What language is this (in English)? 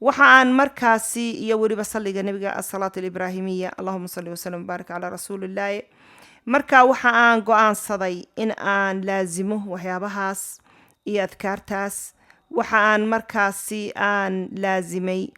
Somali